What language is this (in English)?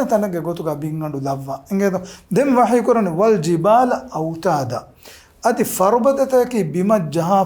Divehi